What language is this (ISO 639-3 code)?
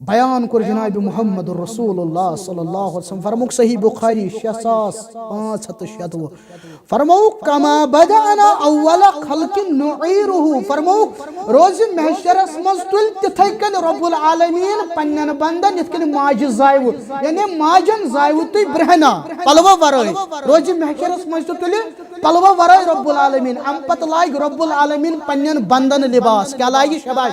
kas